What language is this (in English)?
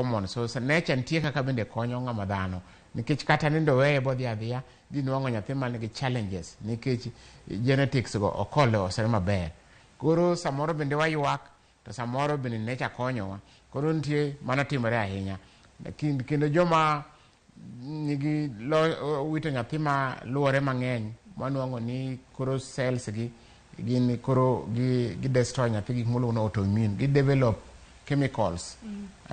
Luo (Kenya and Tanzania)